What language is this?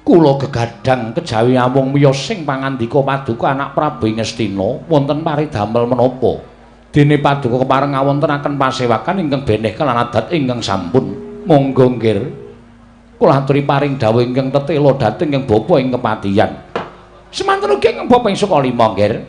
Javanese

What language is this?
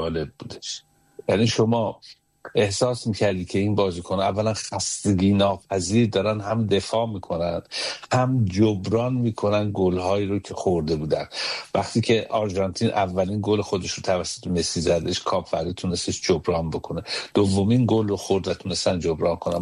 Persian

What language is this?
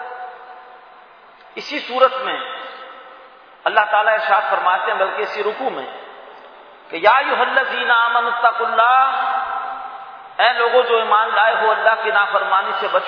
Urdu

